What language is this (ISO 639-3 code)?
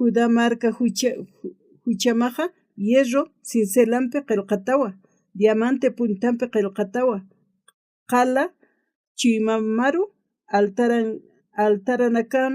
aym